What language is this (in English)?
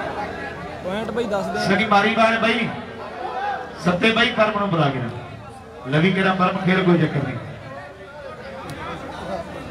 Punjabi